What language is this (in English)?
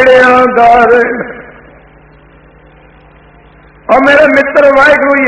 Punjabi